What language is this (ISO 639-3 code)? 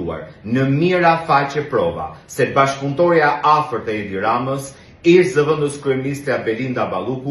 sqi